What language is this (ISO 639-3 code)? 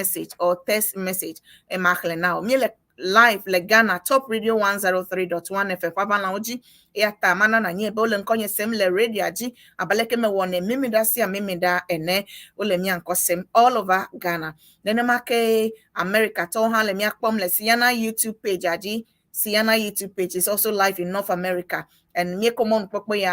ewe